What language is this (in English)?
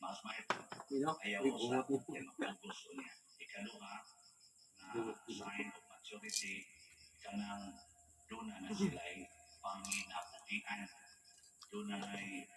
Cebuano